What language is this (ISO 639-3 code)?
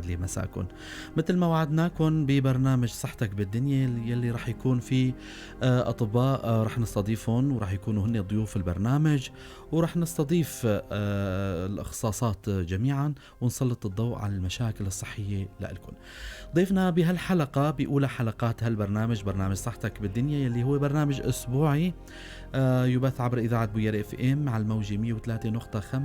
apc